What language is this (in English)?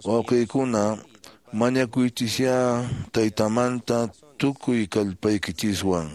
Quechua